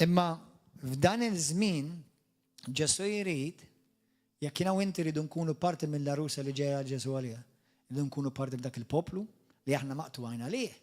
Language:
Maltese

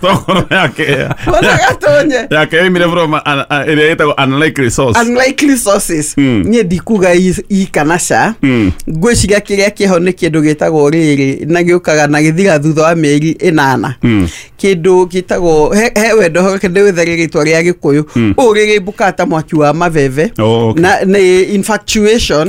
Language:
Kikuyu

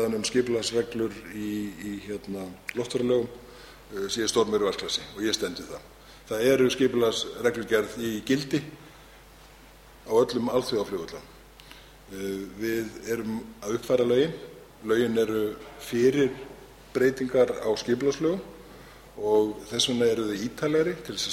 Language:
Icelandic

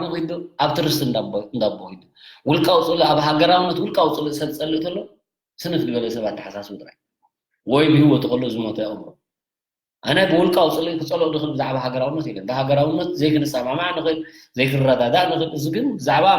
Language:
Tigrinya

